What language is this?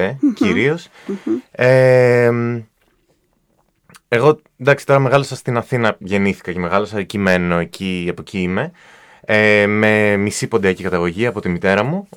Greek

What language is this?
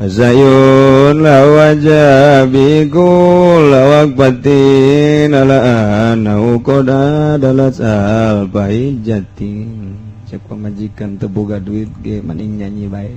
Sundanese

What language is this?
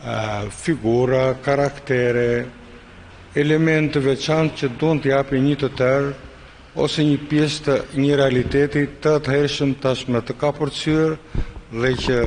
Albanian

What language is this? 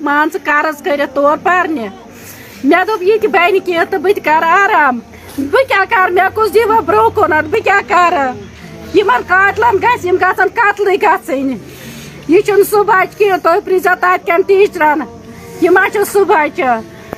Kashmiri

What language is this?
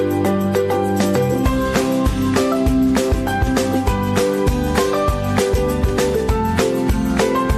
Kazakh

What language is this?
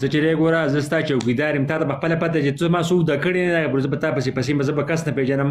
Pashto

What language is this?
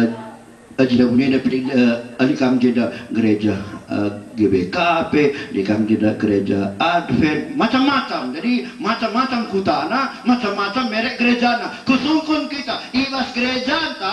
Batak Karo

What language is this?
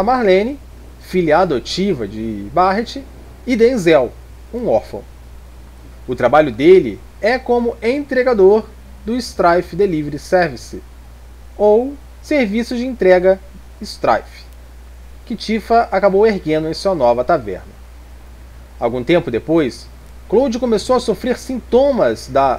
Portuguese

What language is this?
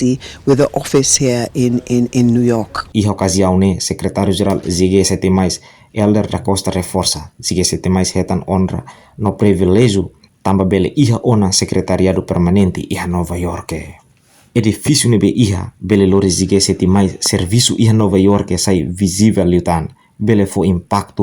Tetum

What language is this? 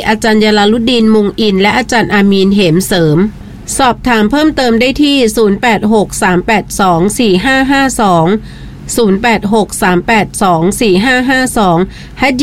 Thai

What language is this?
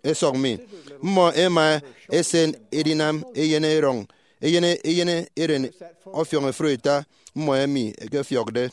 Efik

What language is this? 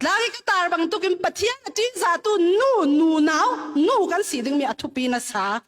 Falam Chin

